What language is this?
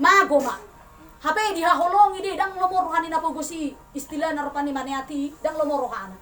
Batak Toba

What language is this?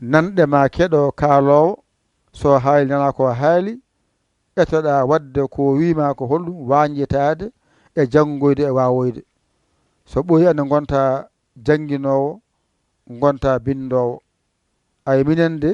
Fula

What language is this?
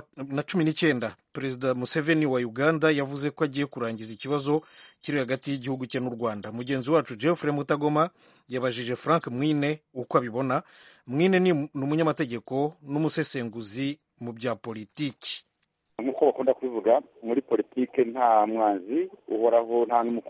Kinyarwanda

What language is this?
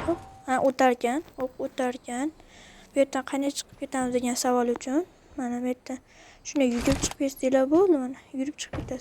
Uzbek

